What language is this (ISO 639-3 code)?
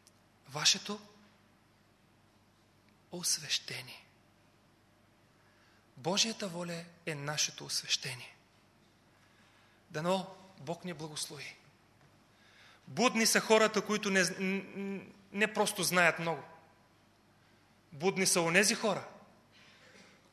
bul